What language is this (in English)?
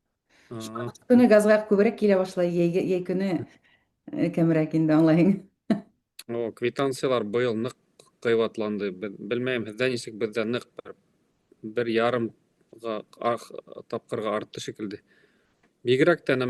Bashkir